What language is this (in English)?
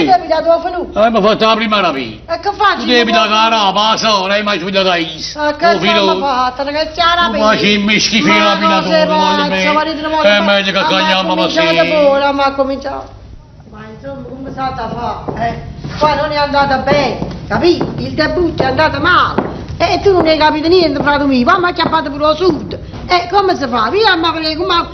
Neapolitan